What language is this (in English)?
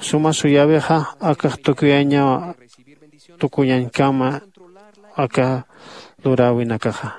Aymara